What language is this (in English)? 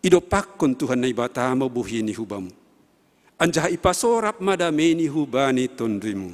Batak Simalungun